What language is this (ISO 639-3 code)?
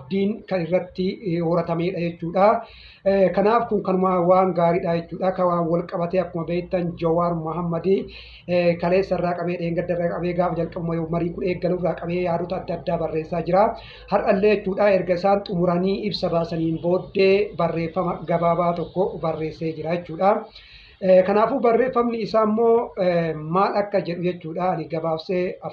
orm